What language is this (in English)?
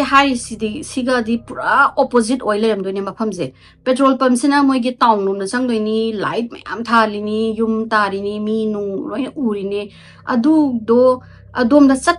Manipuri